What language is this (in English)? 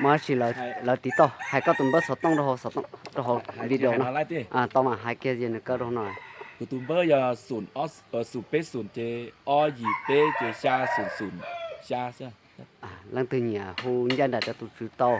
Hmong